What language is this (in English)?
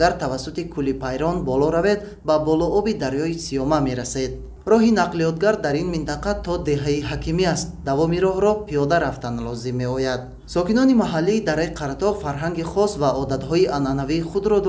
Tajik